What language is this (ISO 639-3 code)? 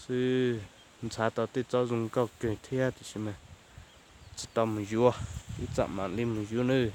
hmn